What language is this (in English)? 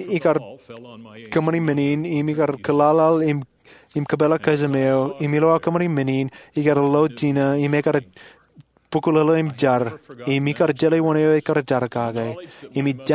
Marshallese